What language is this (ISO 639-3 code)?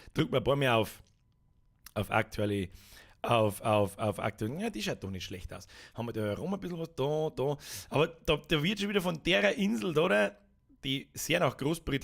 bar